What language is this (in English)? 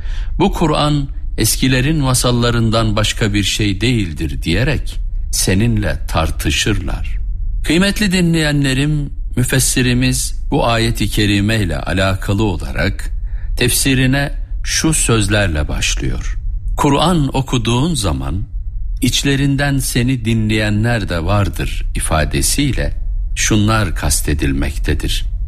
Turkish